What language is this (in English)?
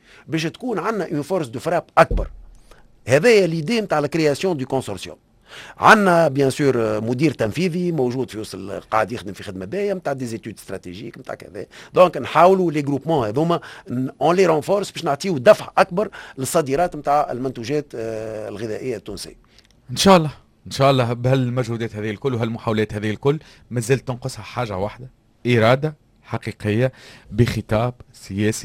Tunisian Arabic